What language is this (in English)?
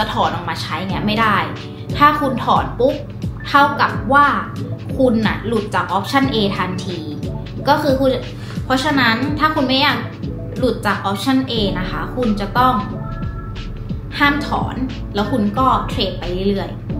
Thai